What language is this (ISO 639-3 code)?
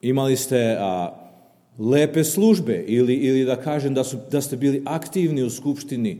srp